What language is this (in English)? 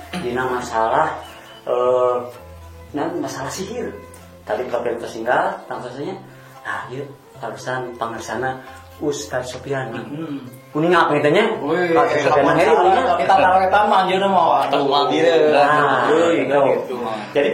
Sundanese